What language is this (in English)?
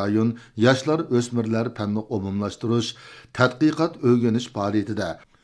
Uyghur